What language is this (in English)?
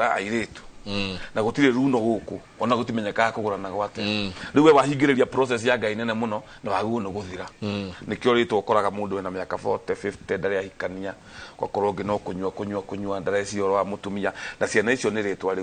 Kikuyu